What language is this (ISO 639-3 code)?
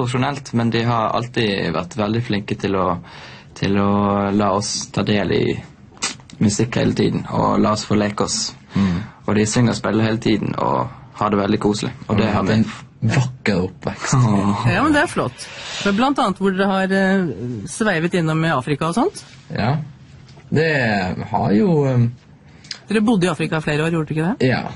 nor